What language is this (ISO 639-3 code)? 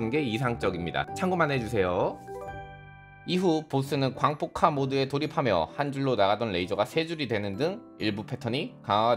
kor